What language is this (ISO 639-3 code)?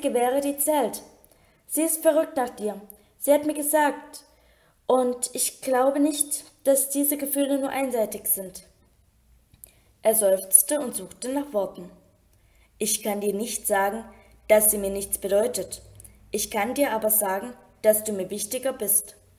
deu